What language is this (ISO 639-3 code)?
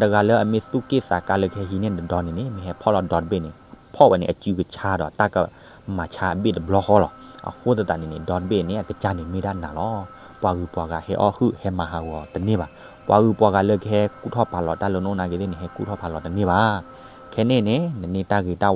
ksw